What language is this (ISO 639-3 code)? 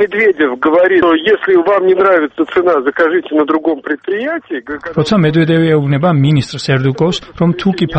kat